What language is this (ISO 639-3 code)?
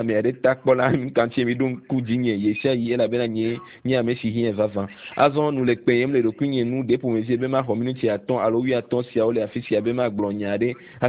ewe